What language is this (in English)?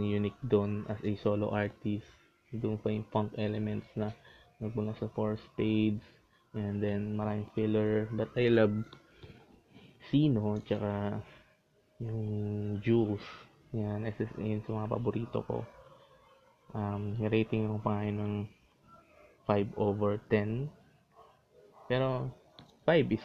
Filipino